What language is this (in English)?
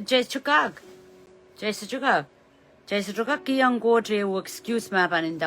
Pohnpeian